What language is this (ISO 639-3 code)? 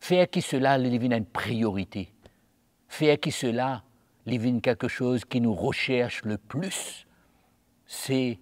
mfe